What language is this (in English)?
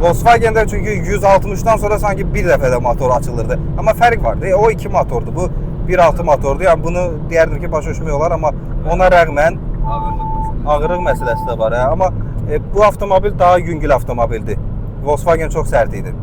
Azerbaijani